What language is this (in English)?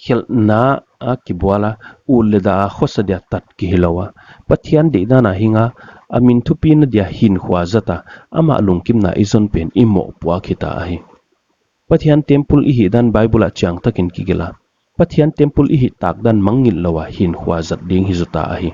Paite Chin